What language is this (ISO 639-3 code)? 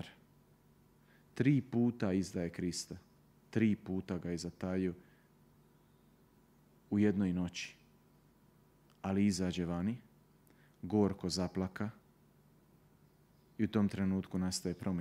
hrv